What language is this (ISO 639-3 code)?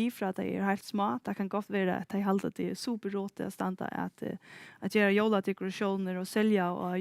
fao